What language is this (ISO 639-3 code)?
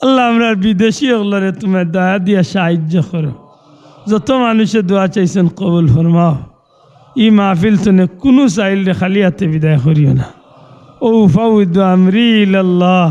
syl